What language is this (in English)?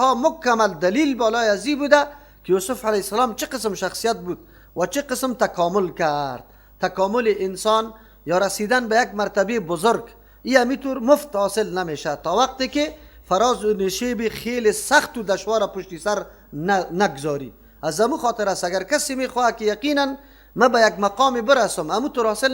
Persian